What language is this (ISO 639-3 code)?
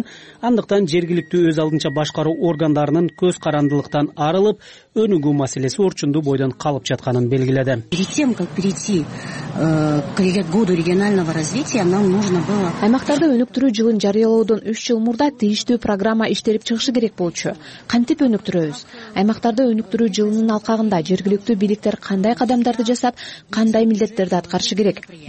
kir